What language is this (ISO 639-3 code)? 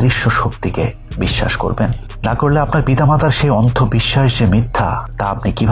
ben